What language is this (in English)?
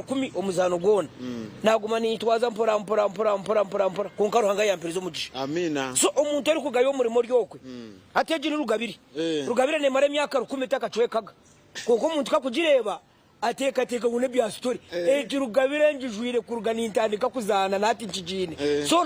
Nyankole